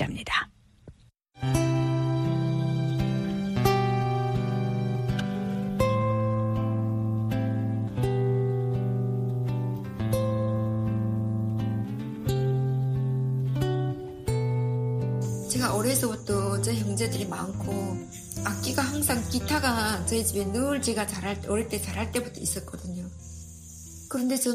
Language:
Korean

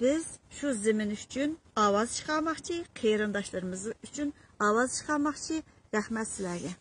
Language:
Uyghur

